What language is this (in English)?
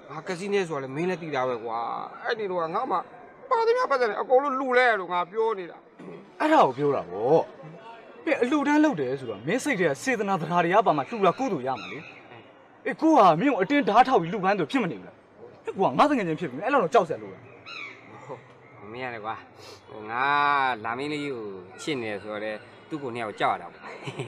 Burmese